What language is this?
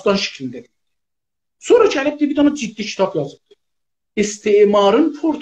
South Azerbaijani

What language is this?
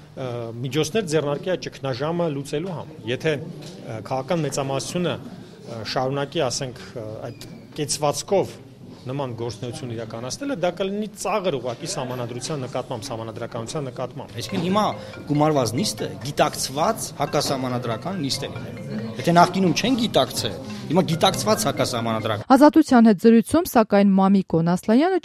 Armenian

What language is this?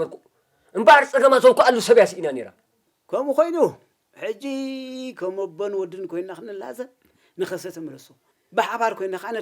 Tigrinya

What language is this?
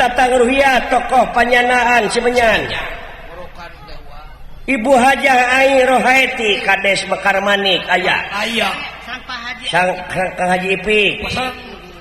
Sundanese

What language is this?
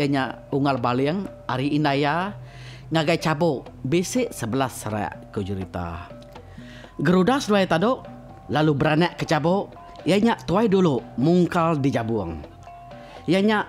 Iban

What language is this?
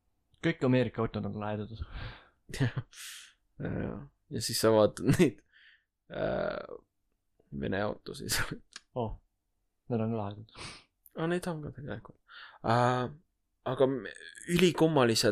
Estonian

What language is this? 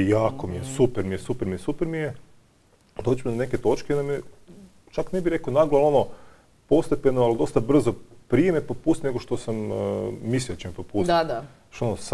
Croatian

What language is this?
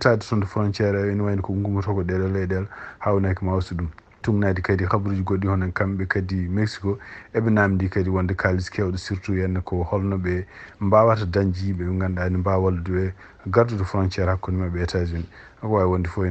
Fula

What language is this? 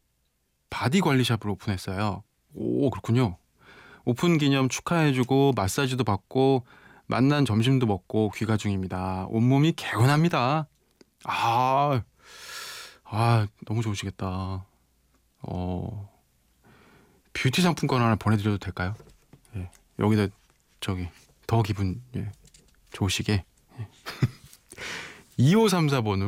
Korean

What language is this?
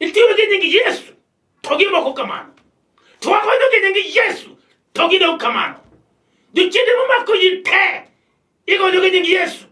Luo (Kenya and Tanzania)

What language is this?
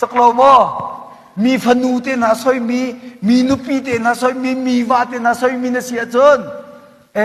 Hakha Chin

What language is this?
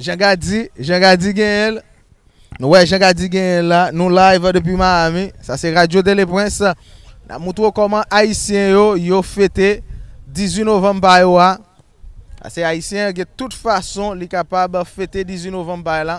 Haitian Creole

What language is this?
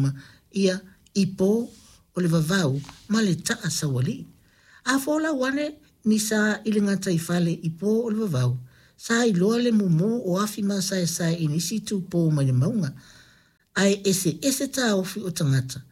Samoan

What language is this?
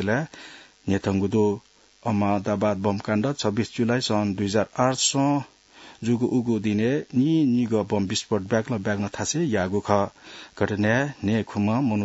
Newari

